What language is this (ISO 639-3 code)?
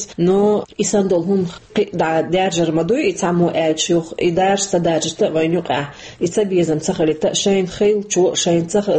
che